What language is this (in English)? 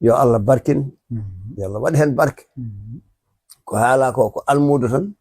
Fula